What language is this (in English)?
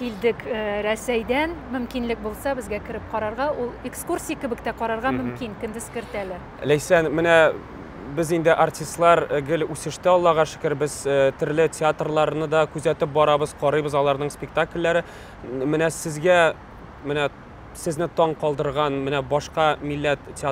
Tatar